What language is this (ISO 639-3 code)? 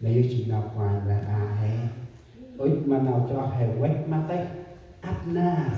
cmo